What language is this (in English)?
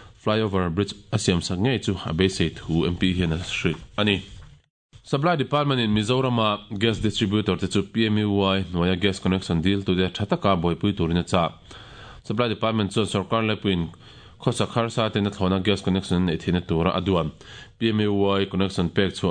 Mizo